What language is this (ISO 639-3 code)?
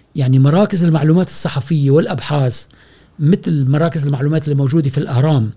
afb